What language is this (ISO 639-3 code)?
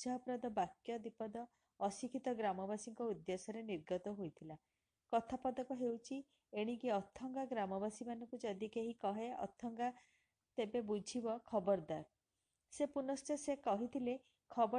ori